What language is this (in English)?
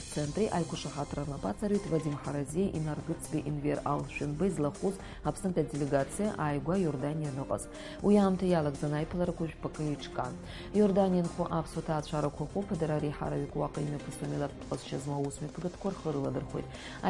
Abkhazian